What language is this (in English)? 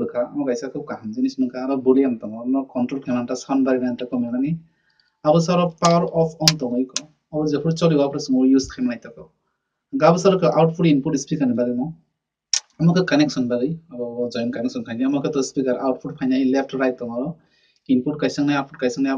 Kok Borok